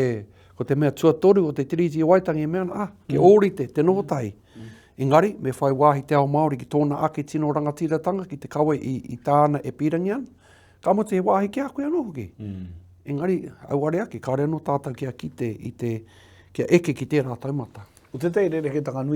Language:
Māori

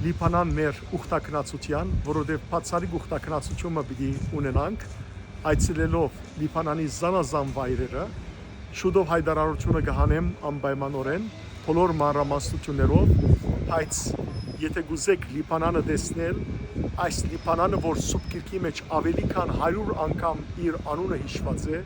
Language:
Western Armenian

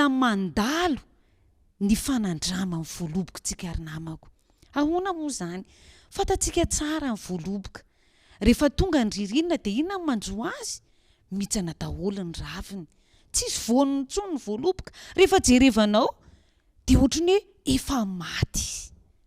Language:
Malagasy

